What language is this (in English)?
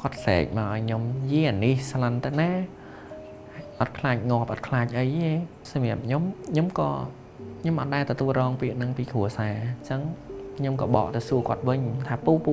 Khmer